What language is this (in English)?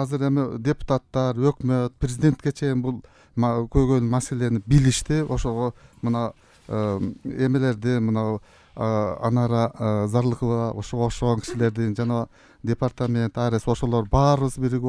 Kyrgyz